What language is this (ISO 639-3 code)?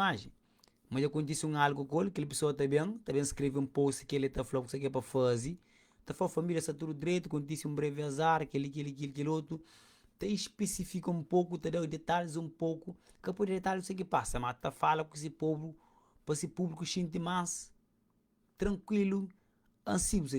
kea